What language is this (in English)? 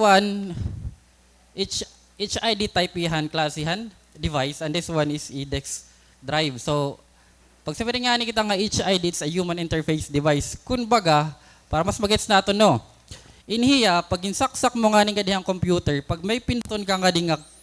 Waray